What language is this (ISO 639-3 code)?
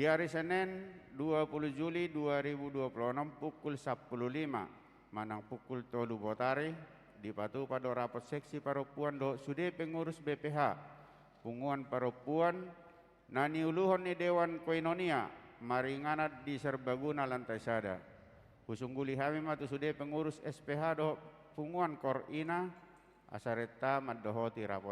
bbc